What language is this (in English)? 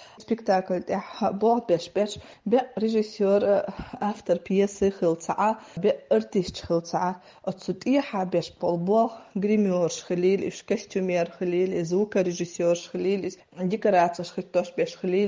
Chechen